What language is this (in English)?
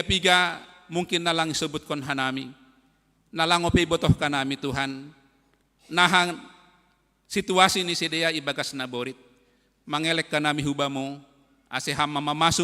Batak Simalungun